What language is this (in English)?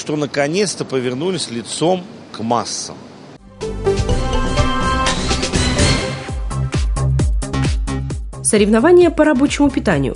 Russian